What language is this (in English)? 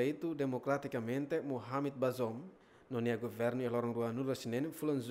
Tetum